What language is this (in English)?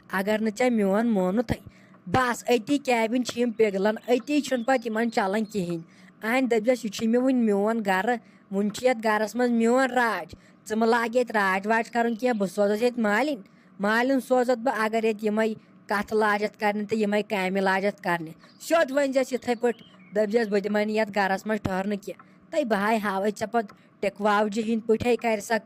Kashmiri